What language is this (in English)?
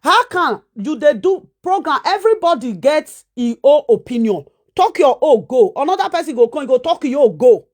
Nigerian Pidgin